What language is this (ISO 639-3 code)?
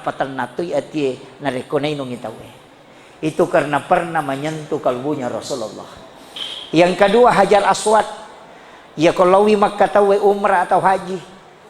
bug